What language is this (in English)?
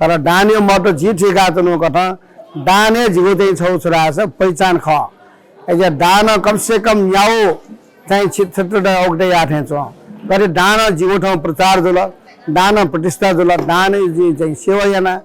Newari